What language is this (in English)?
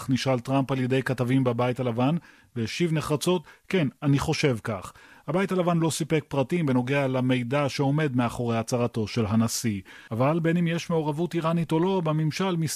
Hebrew